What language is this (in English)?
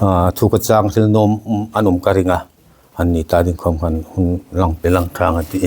Hmar